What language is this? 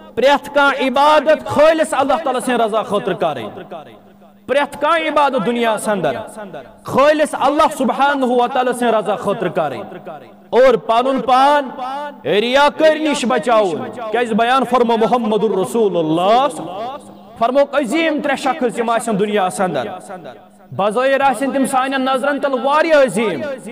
Kashmiri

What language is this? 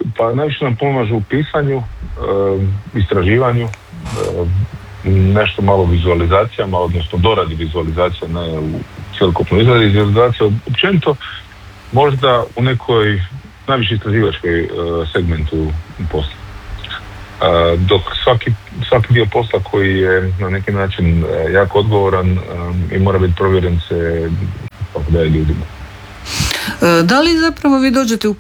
Croatian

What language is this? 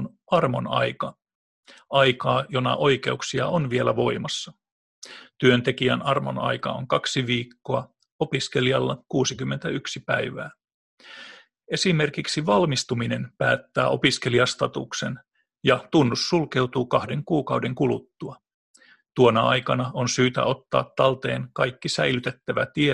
Finnish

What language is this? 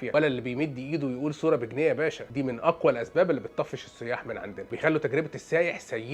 Egyptian Arabic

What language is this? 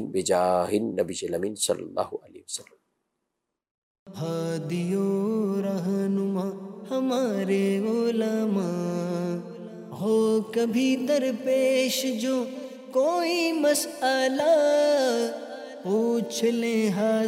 Urdu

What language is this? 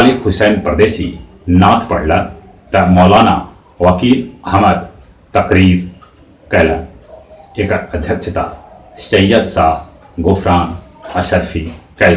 Magahi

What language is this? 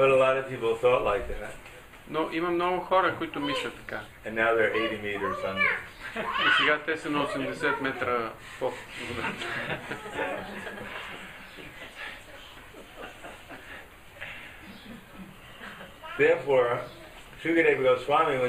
Bulgarian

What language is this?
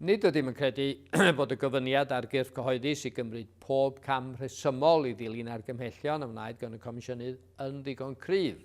Welsh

